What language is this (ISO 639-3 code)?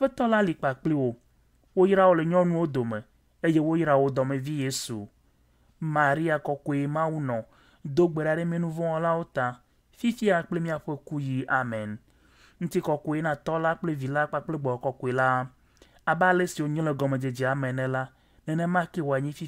ewe